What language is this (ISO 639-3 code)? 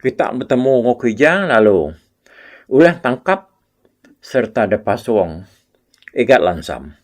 iba